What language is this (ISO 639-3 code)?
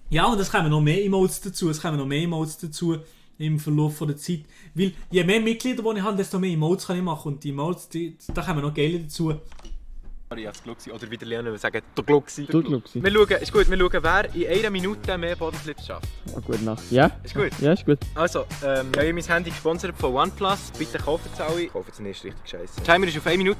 gsw